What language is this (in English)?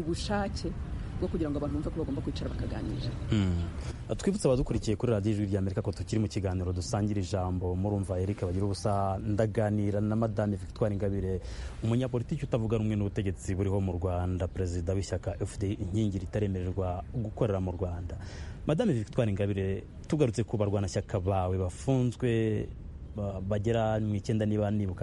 Kinyarwanda